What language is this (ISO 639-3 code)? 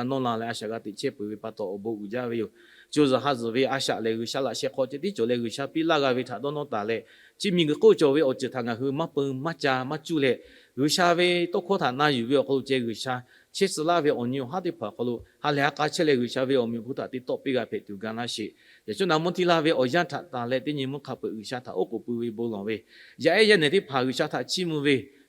lhu